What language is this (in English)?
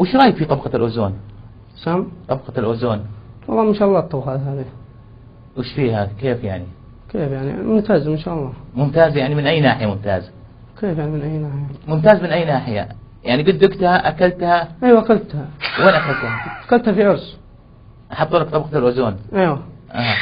North Levantine Arabic